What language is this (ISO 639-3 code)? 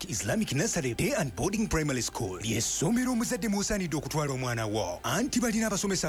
lug